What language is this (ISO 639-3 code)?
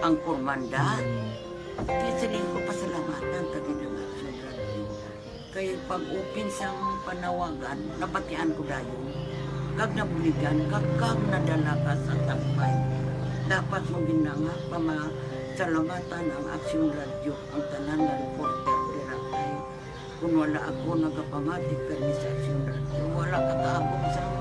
hil